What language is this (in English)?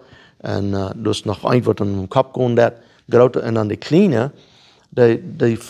Plautdietsch